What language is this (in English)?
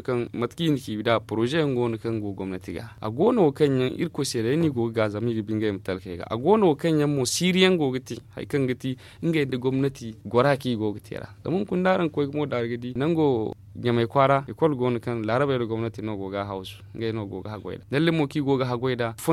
Zarma